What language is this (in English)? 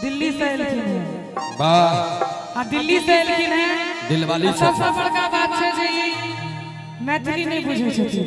Maithili